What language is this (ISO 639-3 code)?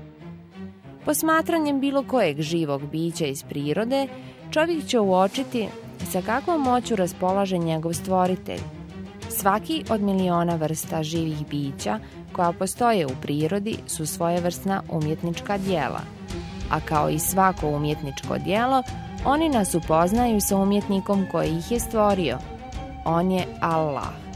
bos